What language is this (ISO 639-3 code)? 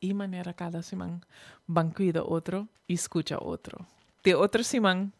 pap